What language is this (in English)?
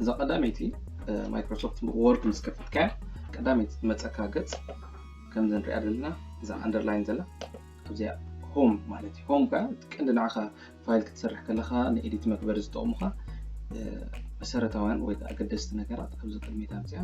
Tigrinya